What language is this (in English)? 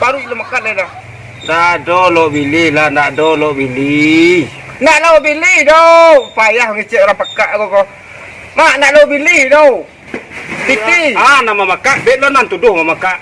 Minangkabau